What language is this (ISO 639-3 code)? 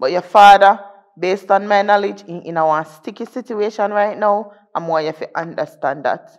jam